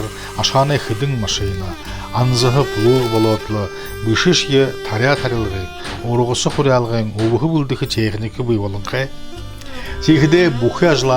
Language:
Buriat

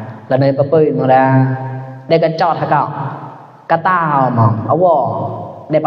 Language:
Mon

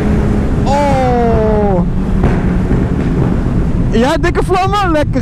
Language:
Dutch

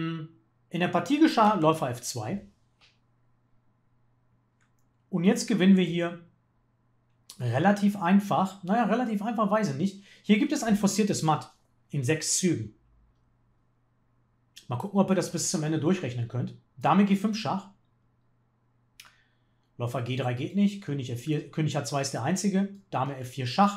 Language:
German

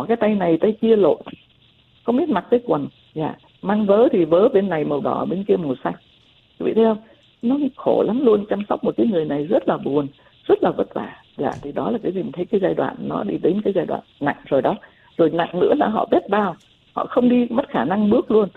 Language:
Vietnamese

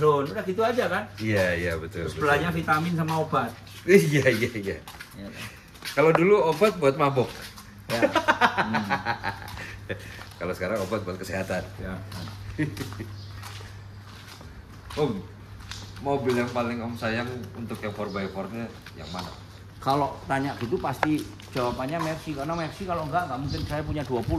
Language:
Indonesian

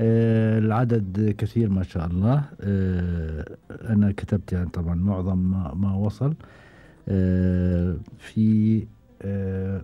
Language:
Gulf Arabic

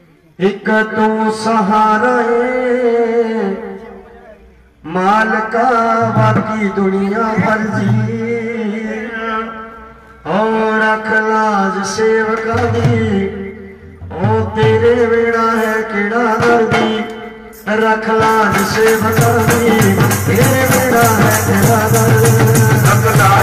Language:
Punjabi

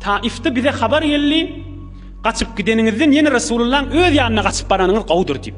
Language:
Turkmen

